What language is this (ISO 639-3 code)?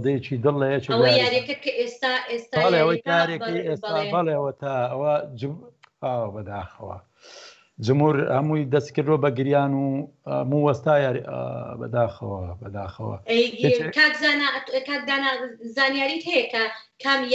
ckb